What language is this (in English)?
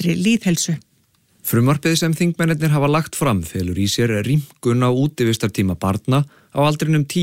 Icelandic